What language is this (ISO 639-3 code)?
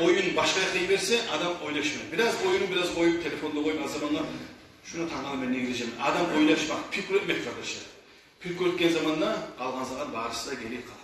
kum